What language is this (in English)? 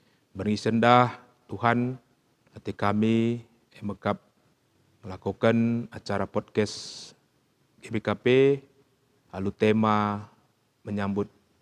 Batak Karo